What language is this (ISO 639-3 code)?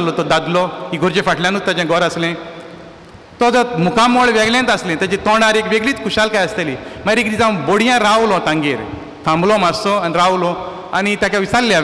kok